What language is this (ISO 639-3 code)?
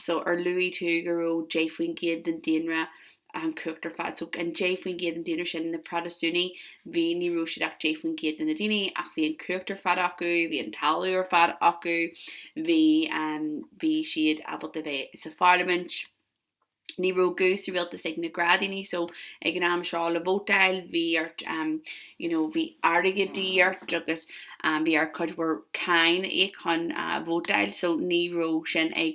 gle